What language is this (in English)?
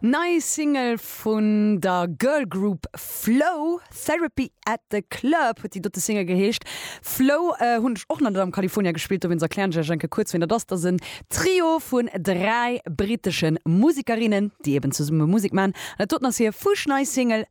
Luxembourgish